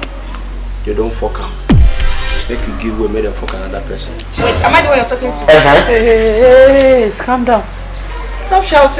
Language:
Nigerian Pidgin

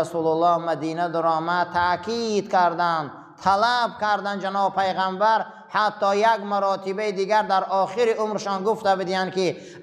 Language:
Persian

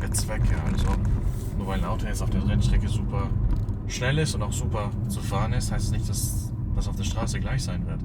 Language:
Swiss German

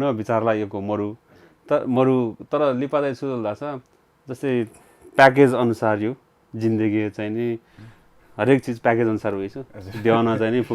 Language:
Newari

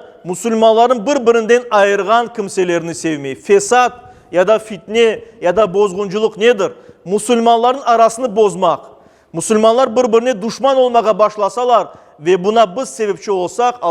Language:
Crimean Tatar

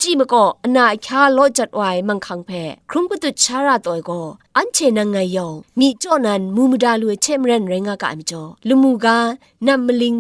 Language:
Kachin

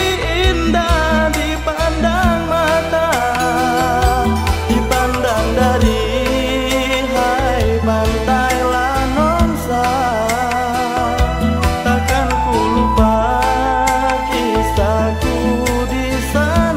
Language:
Malay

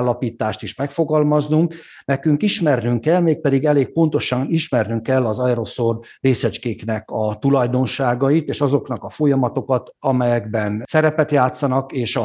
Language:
Hungarian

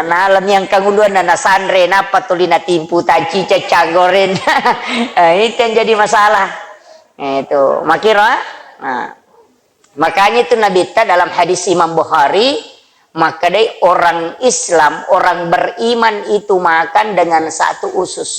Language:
Buginese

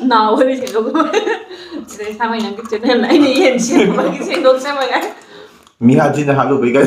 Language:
Manipuri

